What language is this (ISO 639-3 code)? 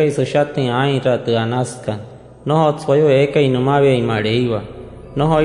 guc